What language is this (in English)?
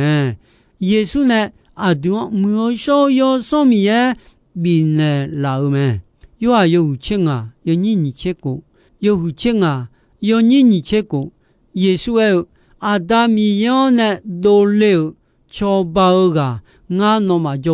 Akha